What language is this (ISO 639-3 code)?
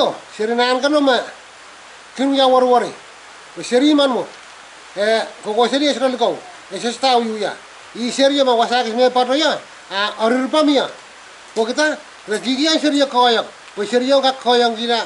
pon